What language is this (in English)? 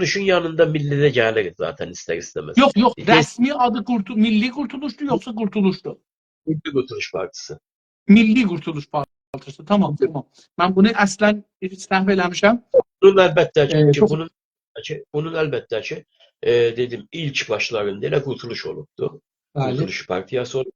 South Azerbaijani